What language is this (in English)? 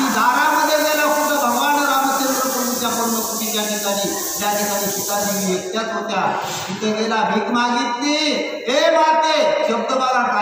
Marathi